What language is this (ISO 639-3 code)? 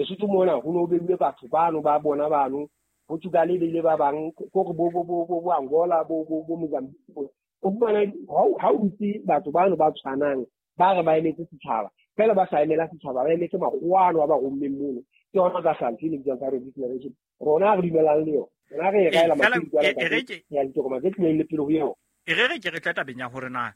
sot